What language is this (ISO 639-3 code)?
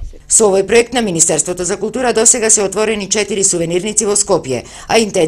mkd